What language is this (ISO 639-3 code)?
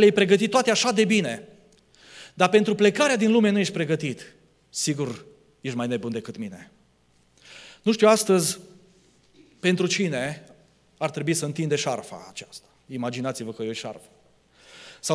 ron